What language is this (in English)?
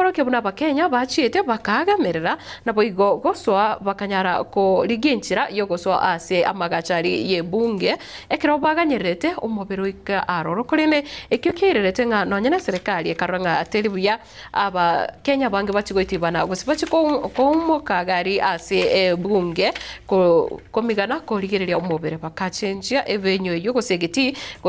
Gusii